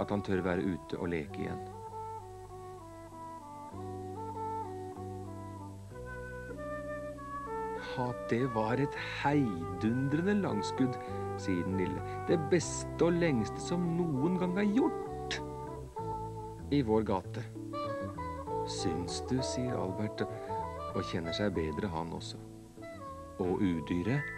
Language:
Norwegian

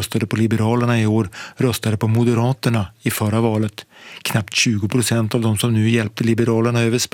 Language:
Swedish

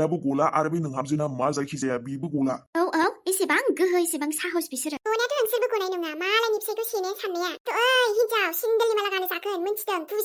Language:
Bodo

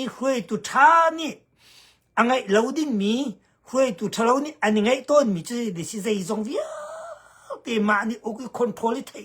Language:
Hakha Chin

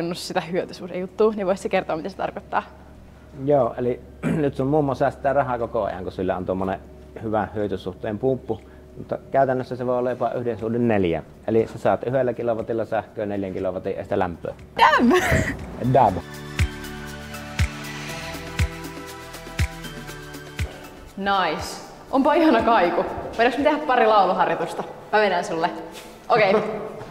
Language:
Finnish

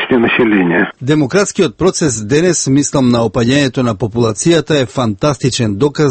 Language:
Macedonian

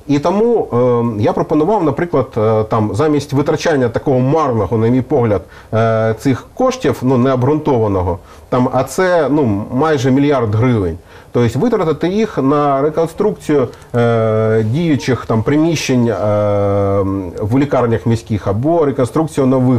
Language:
Ukrainian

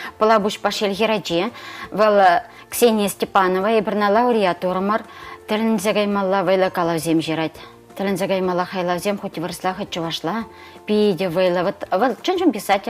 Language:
Chuvash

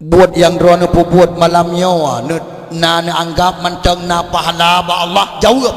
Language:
Achinese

